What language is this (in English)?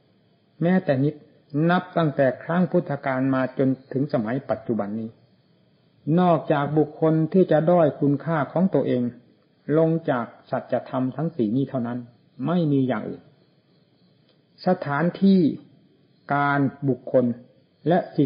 Thai